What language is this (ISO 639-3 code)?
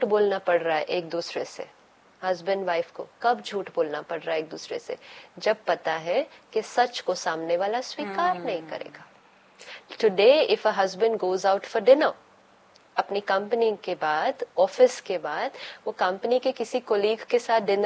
hin